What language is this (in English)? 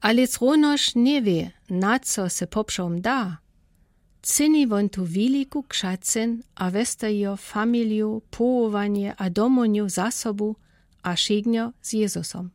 Lower Sorbian